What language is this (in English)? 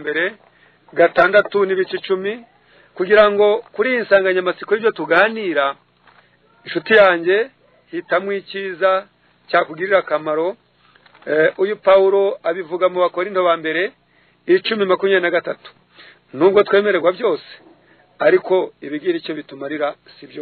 Kinyarwanda